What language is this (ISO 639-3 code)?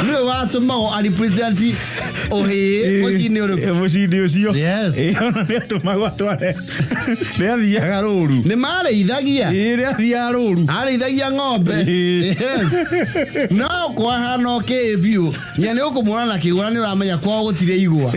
kik